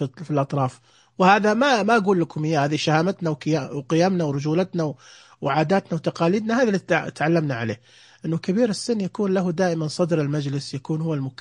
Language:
Najdi Arabic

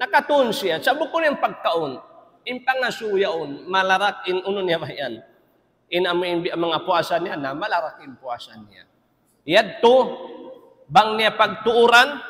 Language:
Tausug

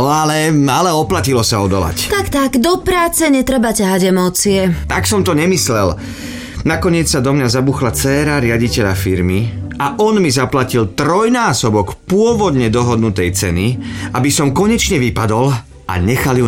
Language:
Slovak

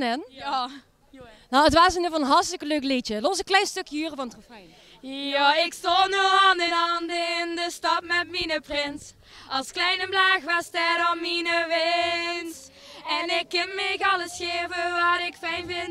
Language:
Limburgish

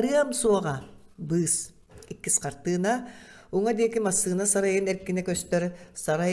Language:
Yakut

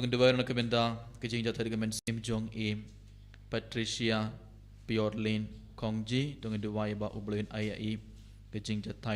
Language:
Khasi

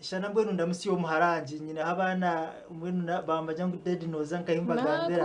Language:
Nyankole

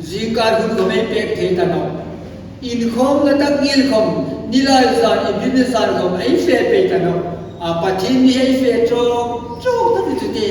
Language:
Hmar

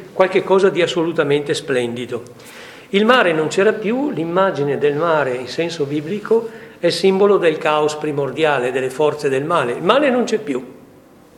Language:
Italian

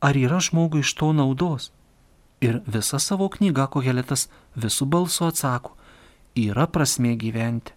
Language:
Lithuanian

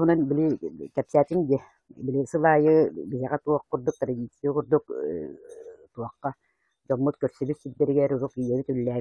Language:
Yakut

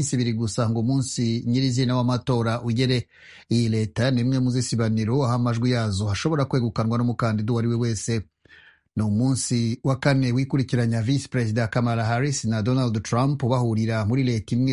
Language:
Kinyarwanda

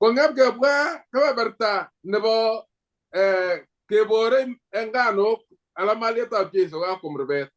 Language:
Kalenjin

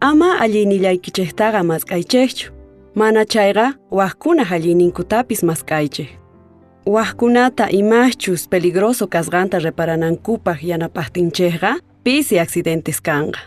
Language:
Quechua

